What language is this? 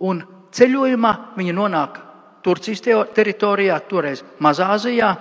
Latvian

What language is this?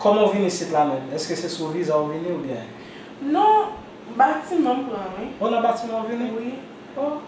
Haitian Creole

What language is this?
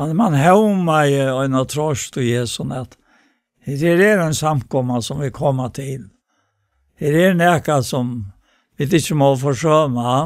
Faroese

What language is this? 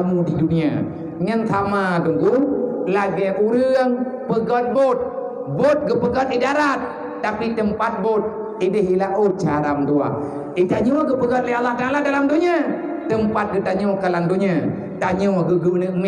Achinese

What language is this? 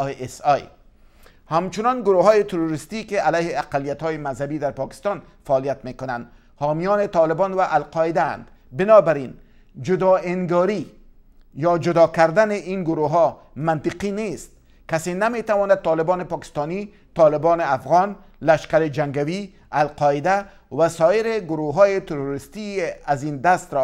Persian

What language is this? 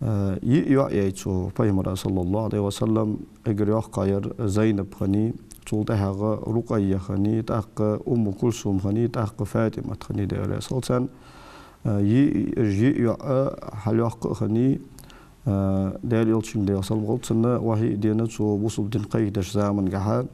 Ingush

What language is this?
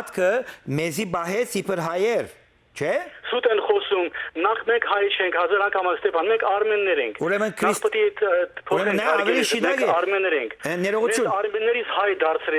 Western Armenian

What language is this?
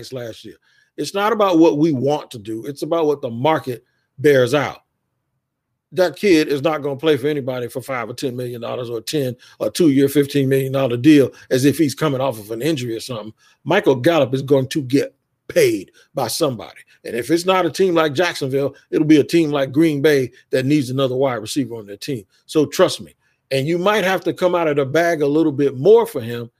English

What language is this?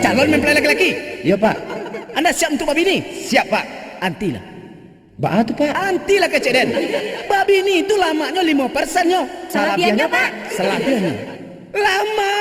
Minangkabau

